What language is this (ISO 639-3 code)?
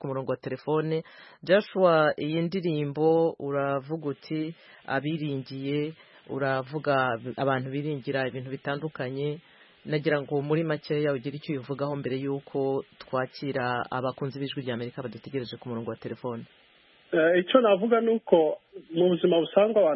kin